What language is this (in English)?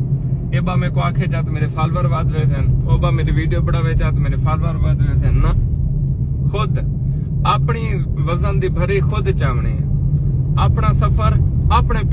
Saraiki